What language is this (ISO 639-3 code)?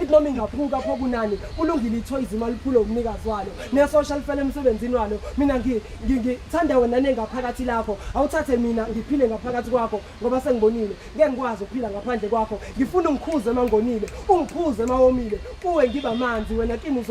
zul